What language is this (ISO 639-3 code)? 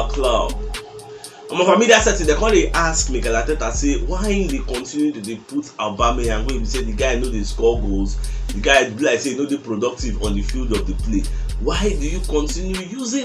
pcm